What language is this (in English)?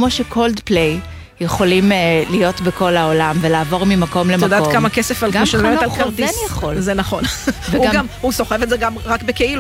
Hebrew